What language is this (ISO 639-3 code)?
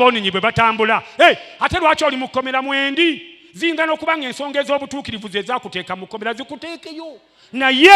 lug